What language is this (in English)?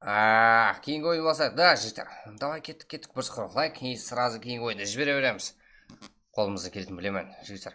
Kara-Kalpak